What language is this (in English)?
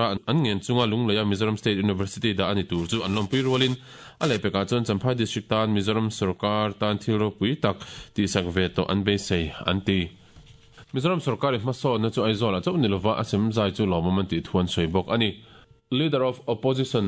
Mizo